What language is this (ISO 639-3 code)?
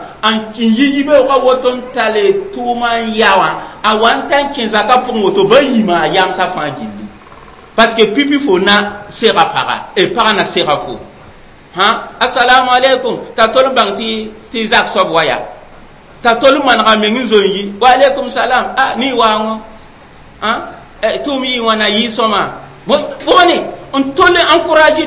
mos